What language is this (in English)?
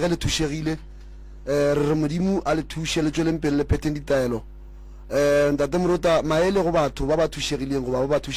Northern Sotho